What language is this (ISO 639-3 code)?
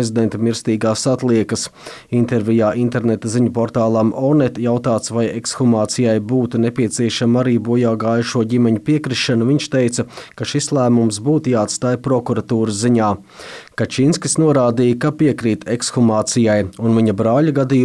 lav